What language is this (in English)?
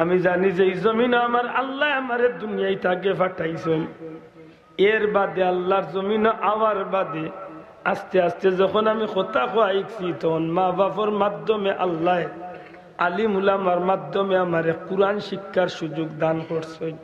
Sylheti